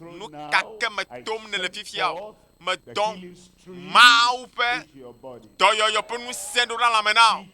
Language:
Ewe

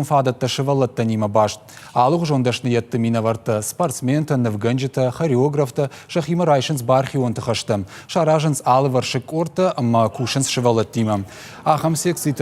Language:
Ossetic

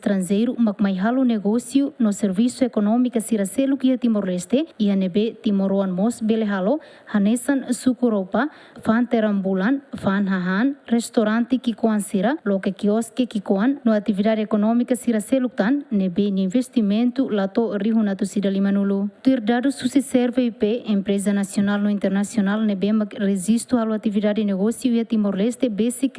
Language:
Tetum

